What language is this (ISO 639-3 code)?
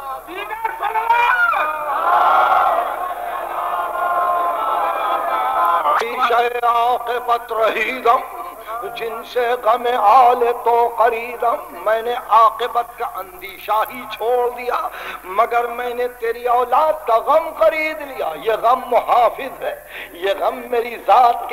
urd